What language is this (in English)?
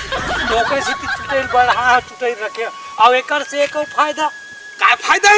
Chhattisgarhi